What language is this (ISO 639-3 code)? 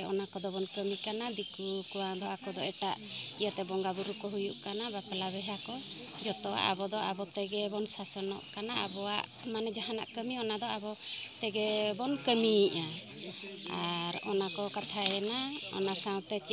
sat